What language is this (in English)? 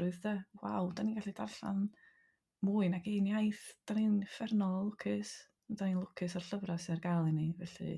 Welsh